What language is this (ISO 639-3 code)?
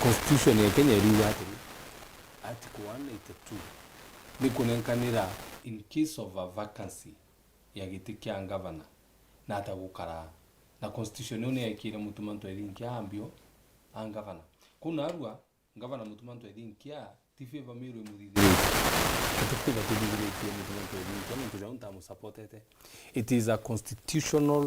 mer